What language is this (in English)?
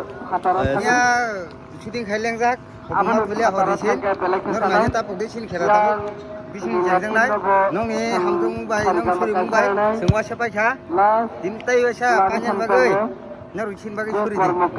Kok Borok